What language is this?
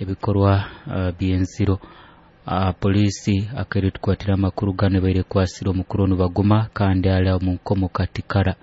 Nyoro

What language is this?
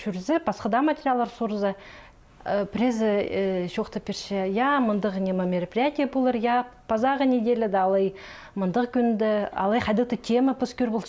Khakas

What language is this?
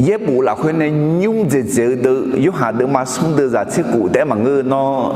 Akha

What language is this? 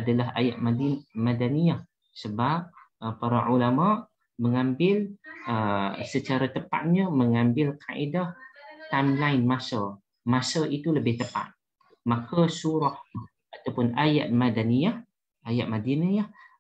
Malay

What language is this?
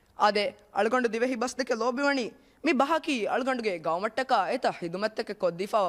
Divehi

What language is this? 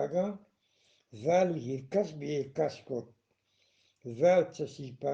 Eastern Balochi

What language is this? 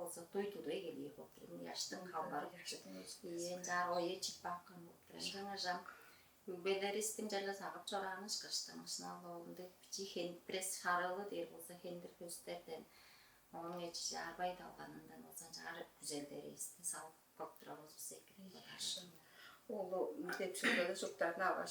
Tuvinian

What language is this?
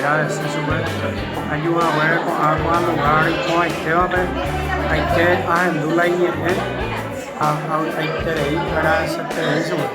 Guarani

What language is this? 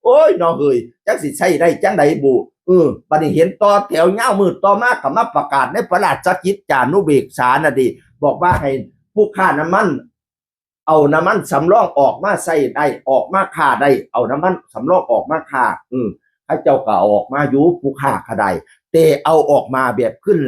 Northeastern Thai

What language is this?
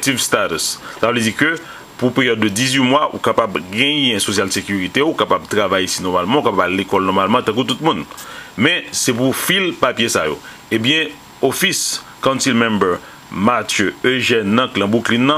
Haitian Creole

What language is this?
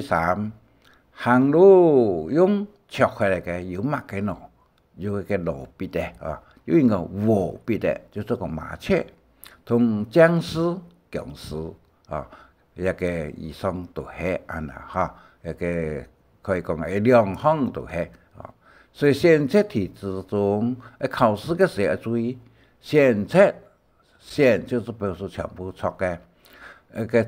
Hakka Chinese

